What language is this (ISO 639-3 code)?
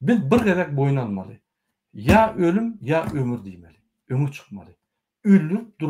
tuk